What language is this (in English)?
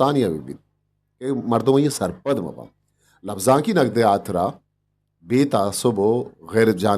Eastern Balochi